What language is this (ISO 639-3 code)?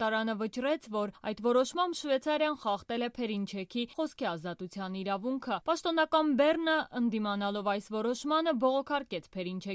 hye